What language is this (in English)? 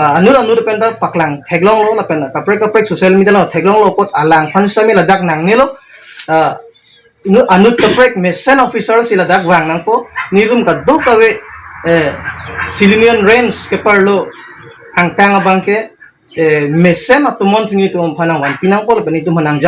Karbi